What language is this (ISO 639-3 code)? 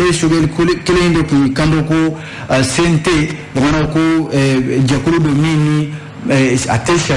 bam